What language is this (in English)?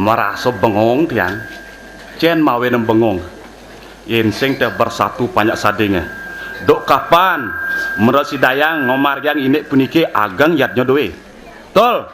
Balinese